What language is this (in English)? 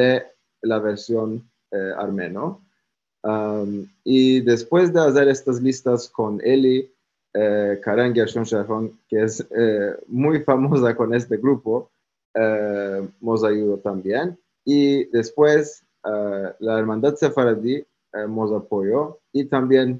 Ladino